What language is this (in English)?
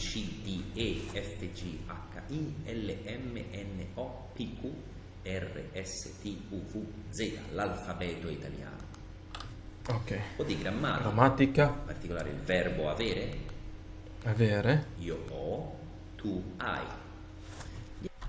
Italian